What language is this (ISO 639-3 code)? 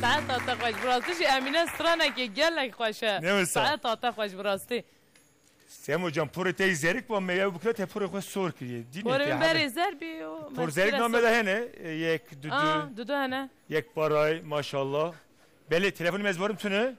kur